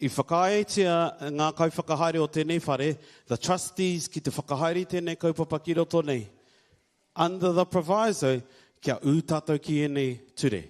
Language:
Māori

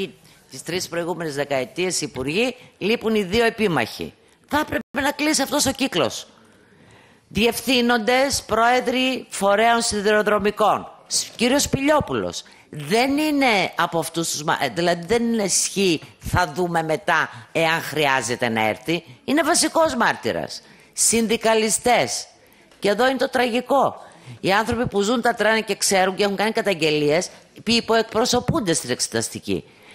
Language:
Greek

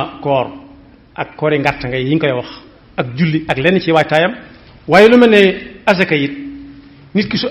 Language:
Wolof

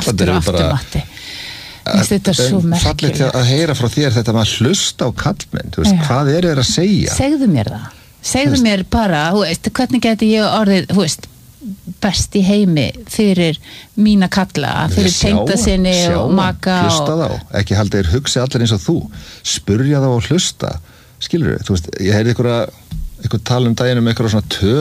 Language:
Icelandic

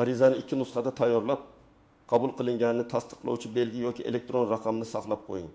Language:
Uzbek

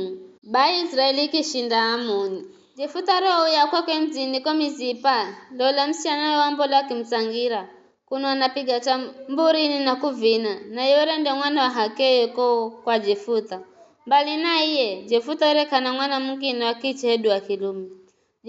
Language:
Giryama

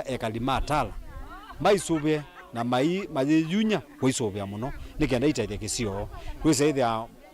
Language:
Kamba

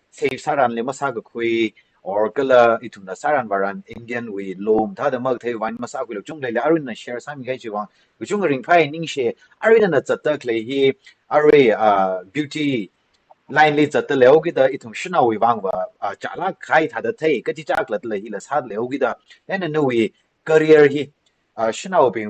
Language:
Tangkhul Naga (India)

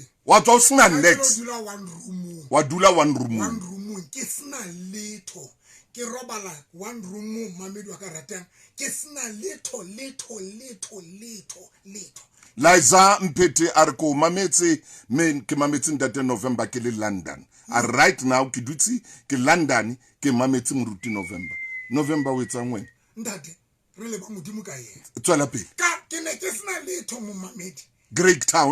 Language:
Southern Sotho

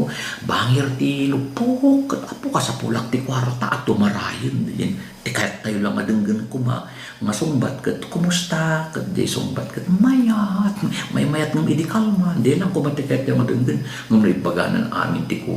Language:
Iloko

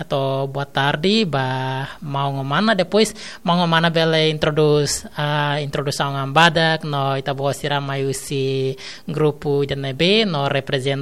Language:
Tetum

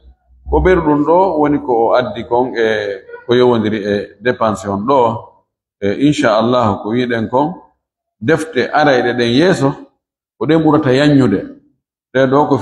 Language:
Fula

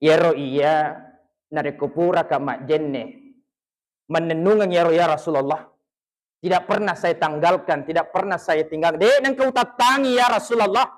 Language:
Buginese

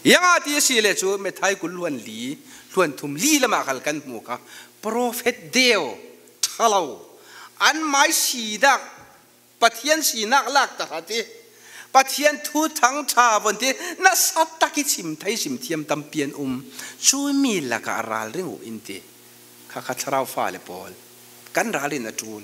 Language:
Falam Chin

